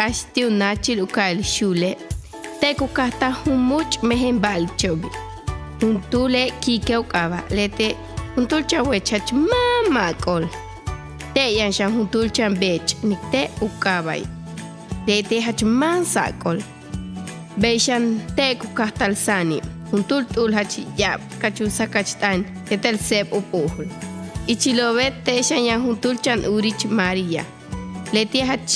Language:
Yucateco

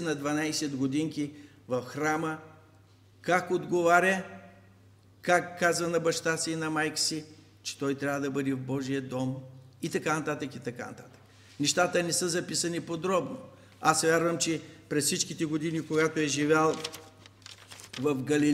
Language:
Bulgarian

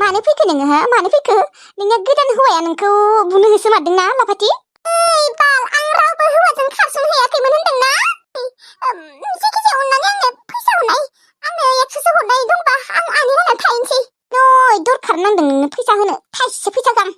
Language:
Bodo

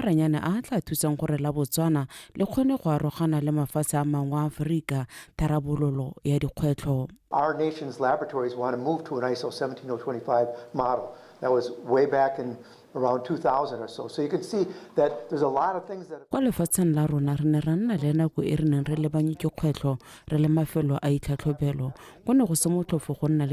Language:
Tswana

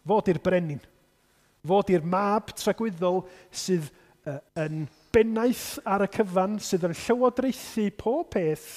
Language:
Welsh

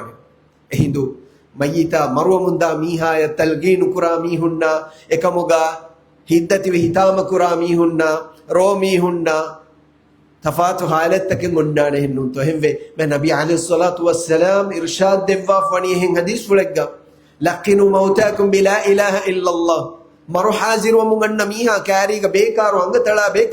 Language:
Divehi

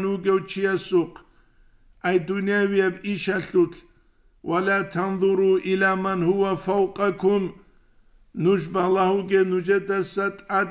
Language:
Avaric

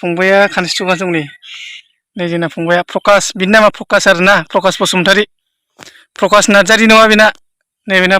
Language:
Bodo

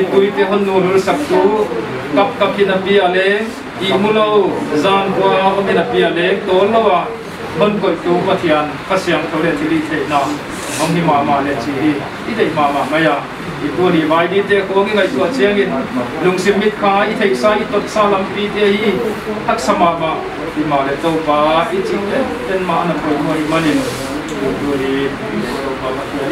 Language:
Paite Chin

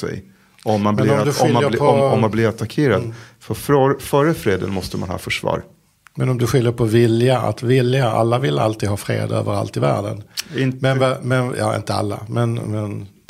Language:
Swedish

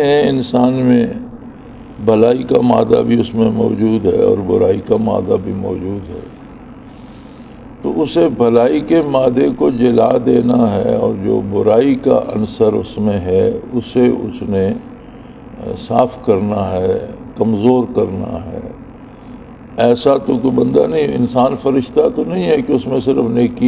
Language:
Urdu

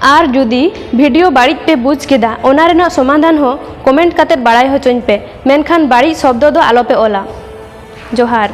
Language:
Santali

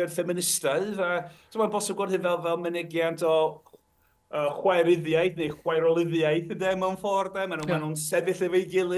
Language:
Welsh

